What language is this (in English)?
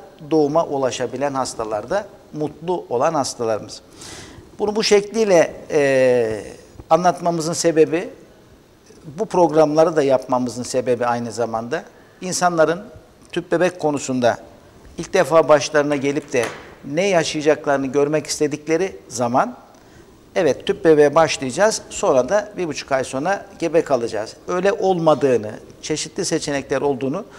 Turkish